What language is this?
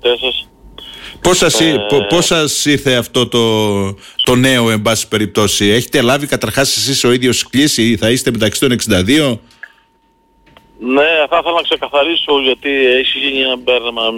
Greek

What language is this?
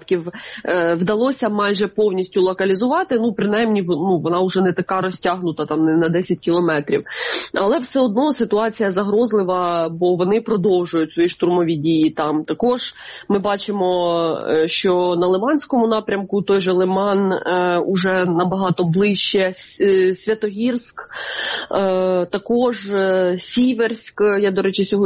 Ukrainian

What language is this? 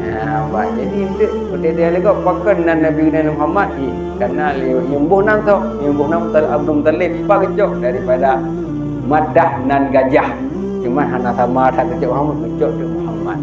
Achinese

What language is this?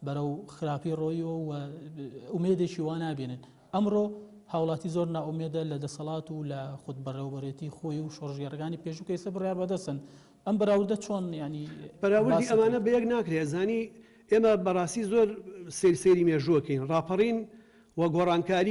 Central Kurdish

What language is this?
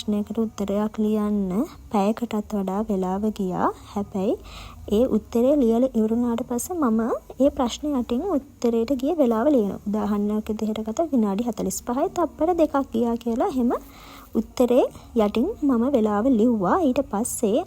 Sinhala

